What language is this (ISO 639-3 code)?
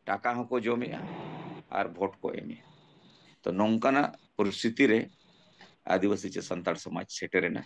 sat